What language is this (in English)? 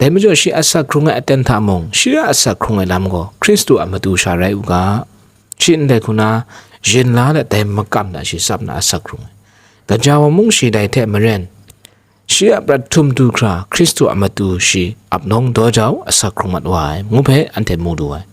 Kachin